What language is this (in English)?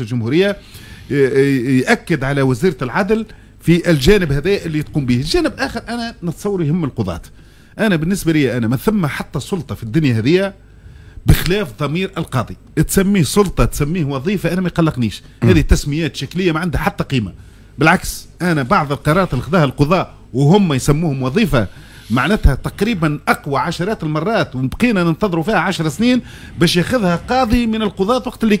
Tunisian Arabic